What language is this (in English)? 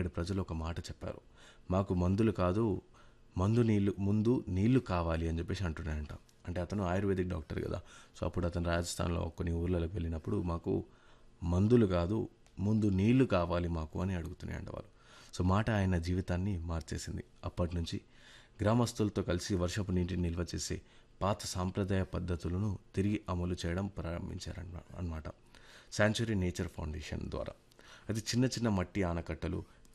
Telugu